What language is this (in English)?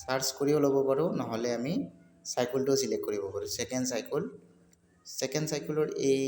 Assamese